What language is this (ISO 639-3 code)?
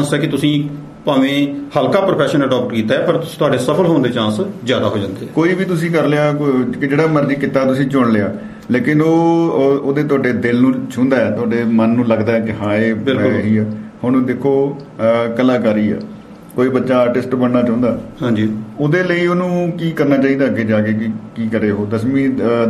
pan